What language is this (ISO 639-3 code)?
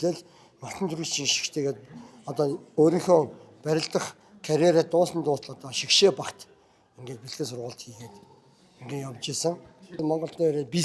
mon